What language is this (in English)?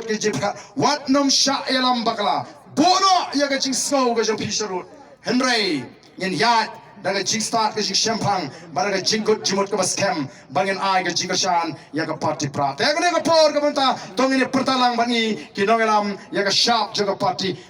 Khasi